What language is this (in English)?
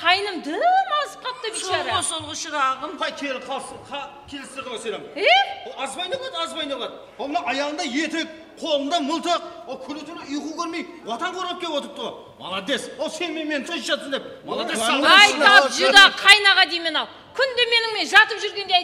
Kara-Kalpak